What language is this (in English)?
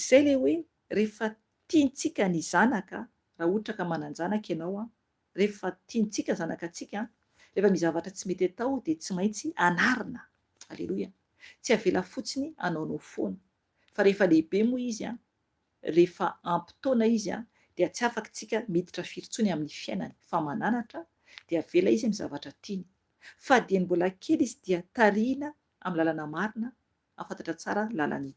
Malagasy